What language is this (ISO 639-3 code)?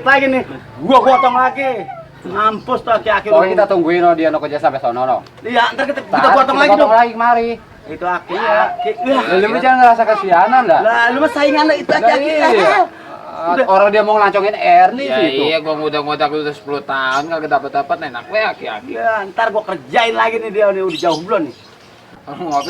bew